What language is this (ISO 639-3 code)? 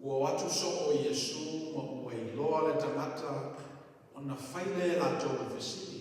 smo